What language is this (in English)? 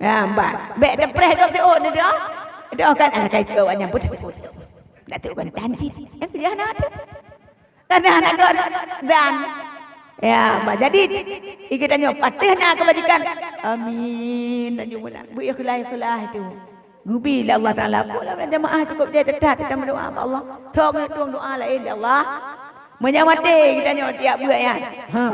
Achinese